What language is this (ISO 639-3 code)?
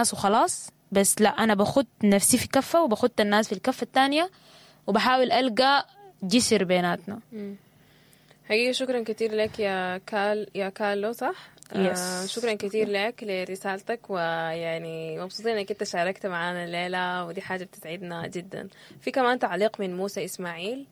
apd